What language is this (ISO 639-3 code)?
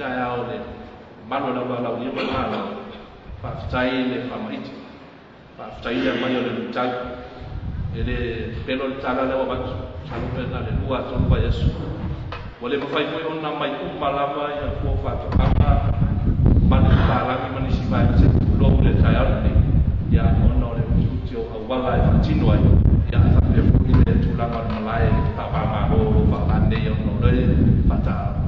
smo